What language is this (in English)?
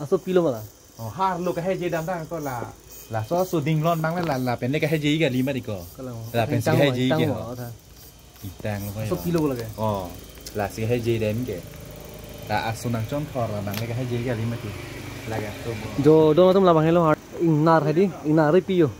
Karbi